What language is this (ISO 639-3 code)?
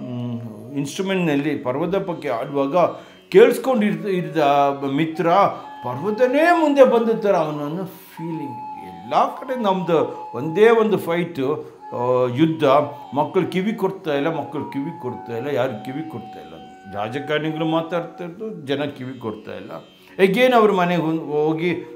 kan